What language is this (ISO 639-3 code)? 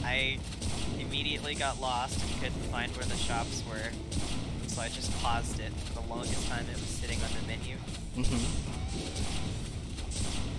eng